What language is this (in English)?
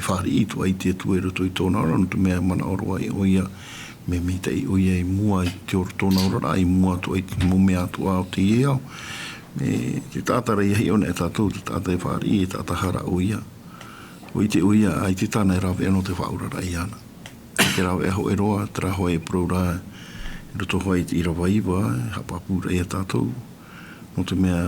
Tahitian